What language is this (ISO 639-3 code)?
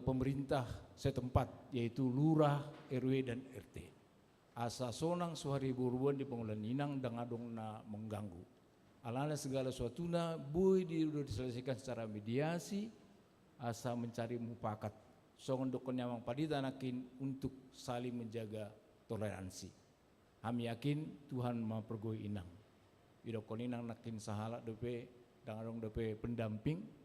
bbc